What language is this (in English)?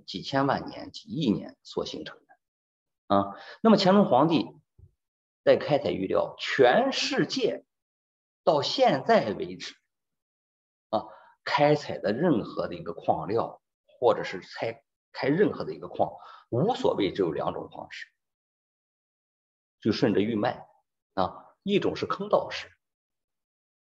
Chinese